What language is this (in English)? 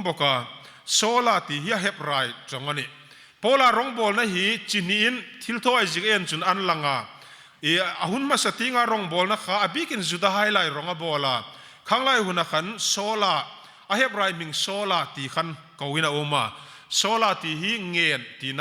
Hmar